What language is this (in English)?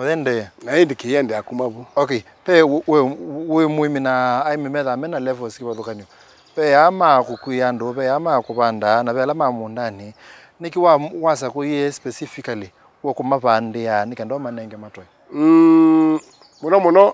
Kamba